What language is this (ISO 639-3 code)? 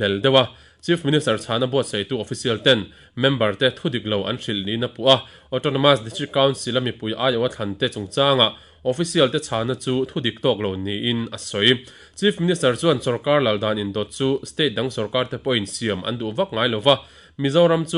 lus